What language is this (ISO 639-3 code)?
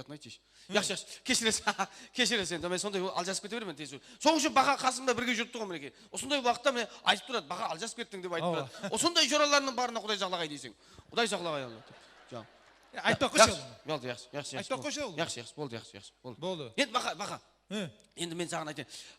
kaa